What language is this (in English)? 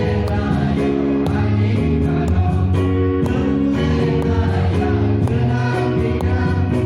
Kok Borok